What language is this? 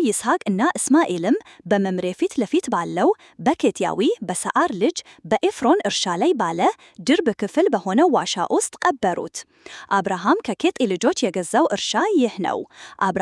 Amharic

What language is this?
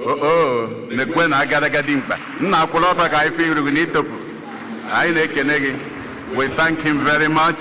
Igbo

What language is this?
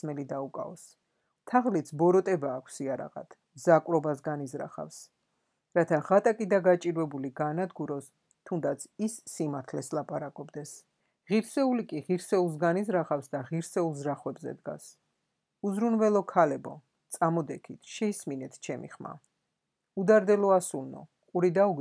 Georgian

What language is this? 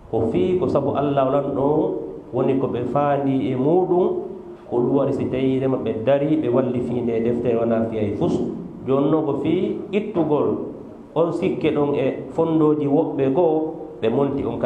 Fula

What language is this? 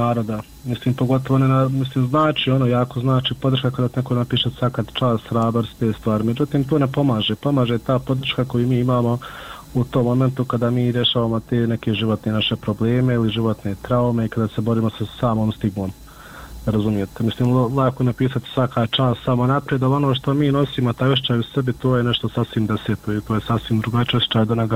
Bosnian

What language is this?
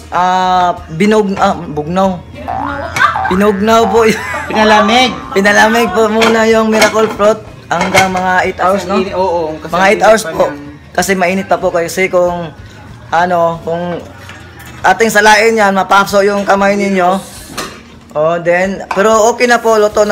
Filipino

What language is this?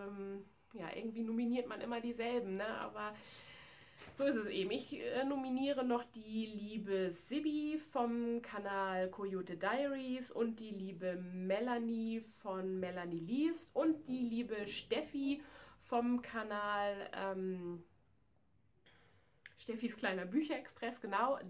German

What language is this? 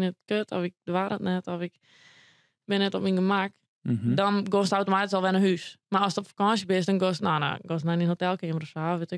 Western Frisian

